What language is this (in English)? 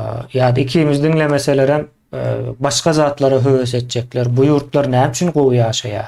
Turkmen